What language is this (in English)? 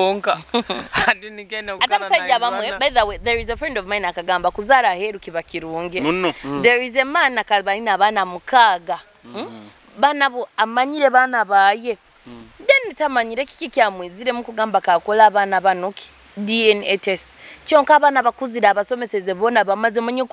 Nyoro